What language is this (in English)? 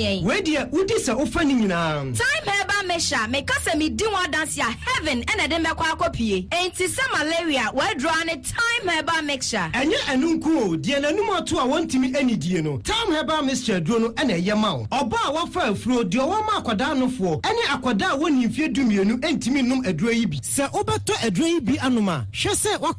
Akan